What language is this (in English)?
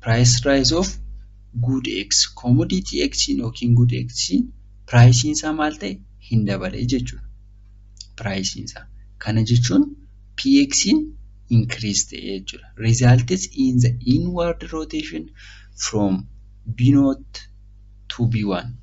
Oromo